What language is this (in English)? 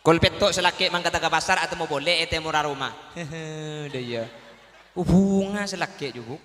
Madurese